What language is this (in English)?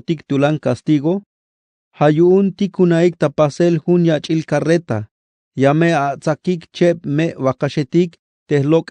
Tzeltal